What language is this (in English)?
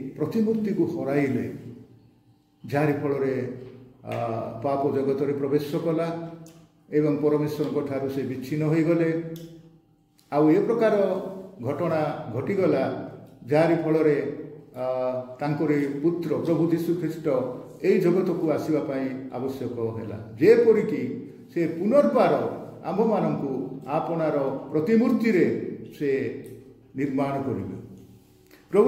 Odia